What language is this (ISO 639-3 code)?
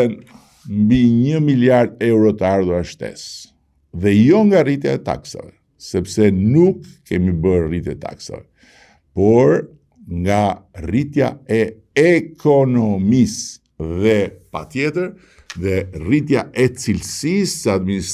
sqi